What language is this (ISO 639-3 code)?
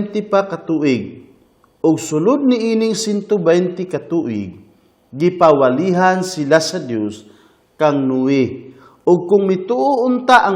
ceb